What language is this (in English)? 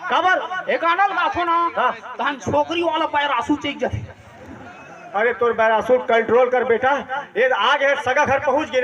Chhattisgarhi